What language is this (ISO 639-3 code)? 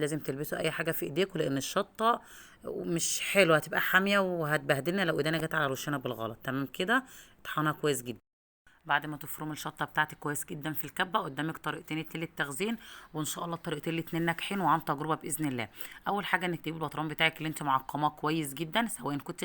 arz